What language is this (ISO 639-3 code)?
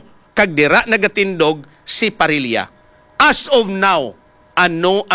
hil